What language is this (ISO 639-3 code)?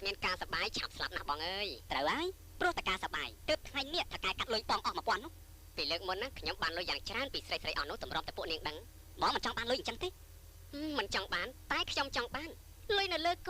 khm